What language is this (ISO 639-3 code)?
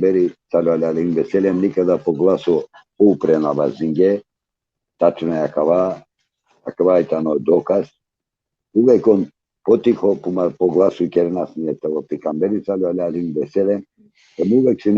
rmn